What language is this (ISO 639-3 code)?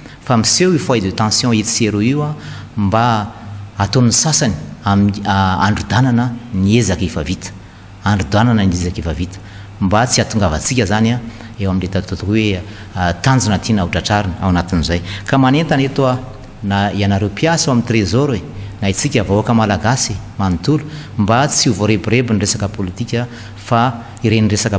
mlg